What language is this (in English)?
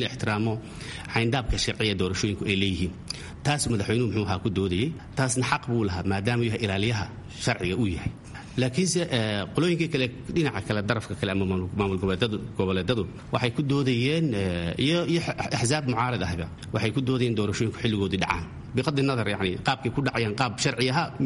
Somali